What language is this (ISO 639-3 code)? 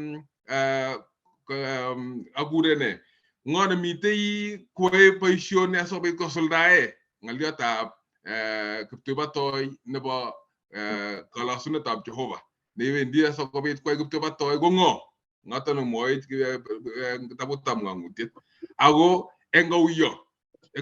kln